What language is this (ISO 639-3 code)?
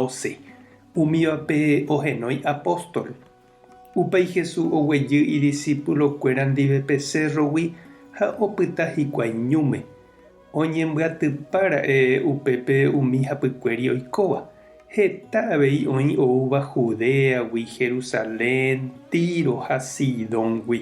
grn